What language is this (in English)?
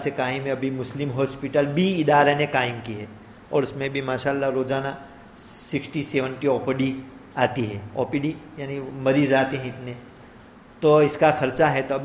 Urdu